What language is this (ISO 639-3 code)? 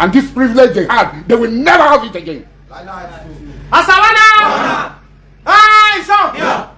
pcm